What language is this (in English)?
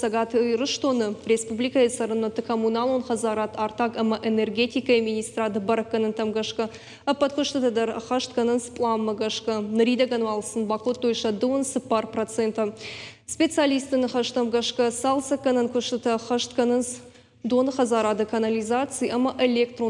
Ossetic